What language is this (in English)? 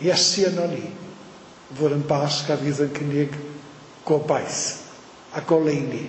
Welsh